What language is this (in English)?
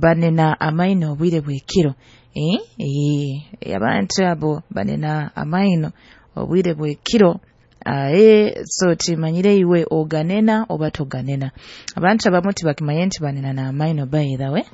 Nyankole